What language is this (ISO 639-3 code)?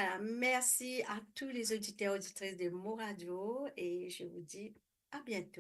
mfe